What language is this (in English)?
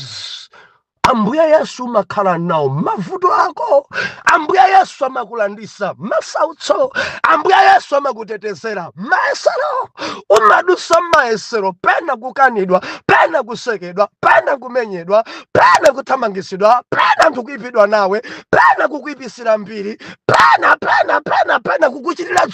Nyanja